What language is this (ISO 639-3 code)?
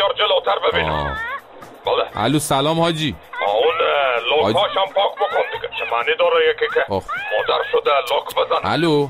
fas